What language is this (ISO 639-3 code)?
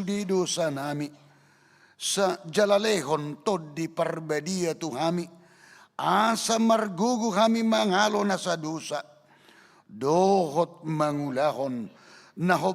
bbc